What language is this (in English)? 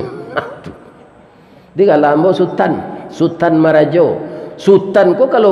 Minangkabau